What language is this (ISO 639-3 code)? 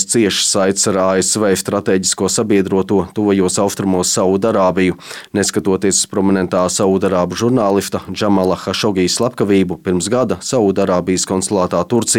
lav